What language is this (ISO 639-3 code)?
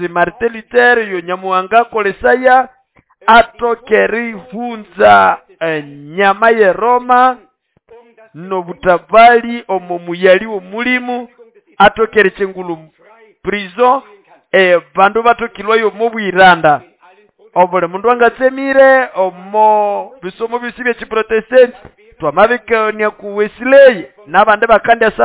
nnb